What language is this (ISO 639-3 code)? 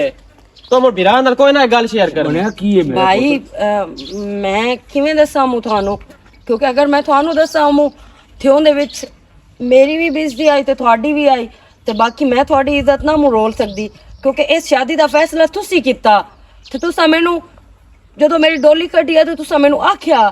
lah